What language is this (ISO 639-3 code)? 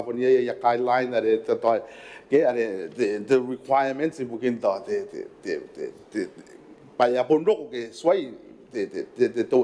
gil